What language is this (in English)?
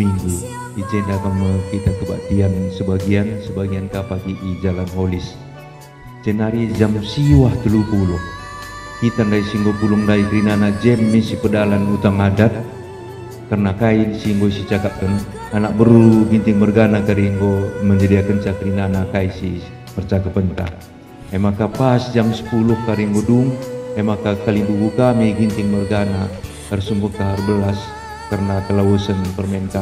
Batak Karo